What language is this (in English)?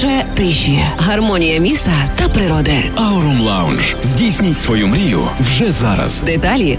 Ukrainian